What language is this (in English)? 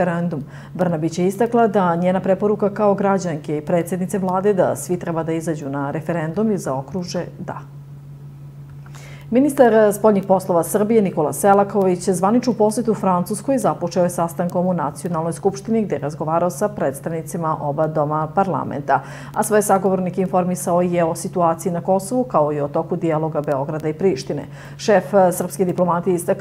Serbian